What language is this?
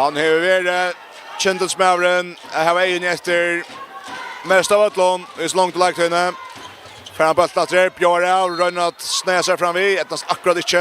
Faroese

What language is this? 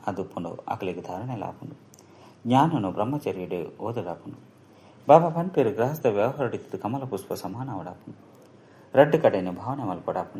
Tulu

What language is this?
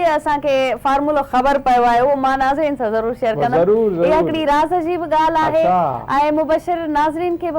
Sindhi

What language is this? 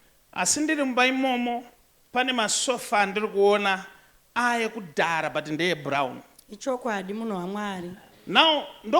Shona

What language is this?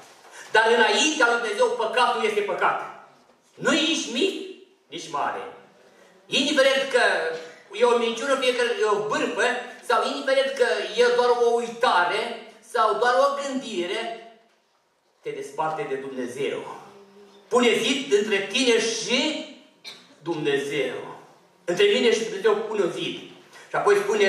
Romanian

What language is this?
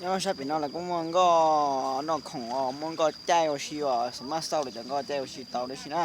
Hmong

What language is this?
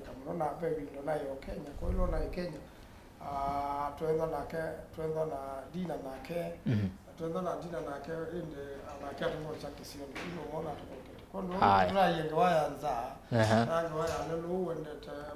Kamba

